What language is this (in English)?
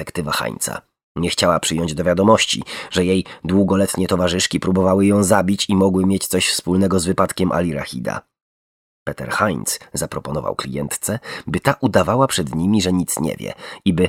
Polish